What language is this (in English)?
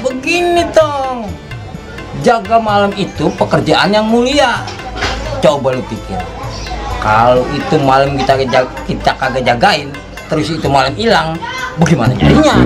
Betawi